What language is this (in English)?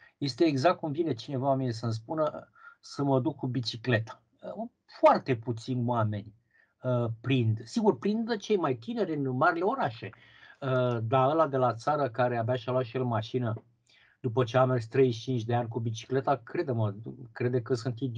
Romanian